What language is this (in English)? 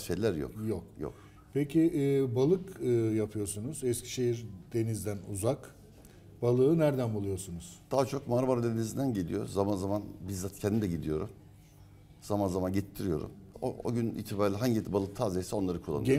Turkish